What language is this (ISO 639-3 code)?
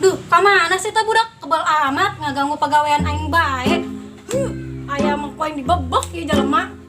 sun